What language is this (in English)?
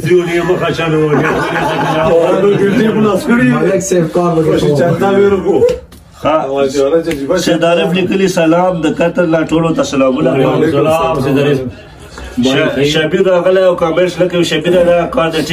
Pashto